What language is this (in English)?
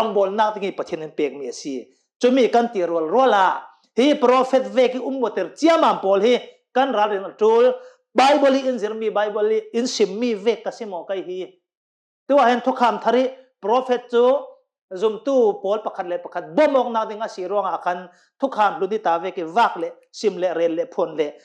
Hakha Chin